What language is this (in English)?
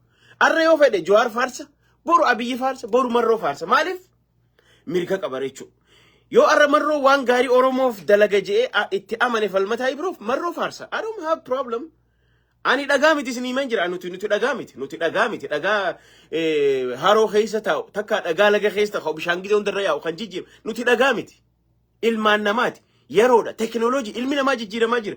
Oromo